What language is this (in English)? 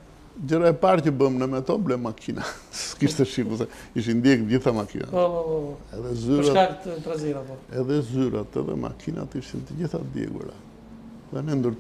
Albanian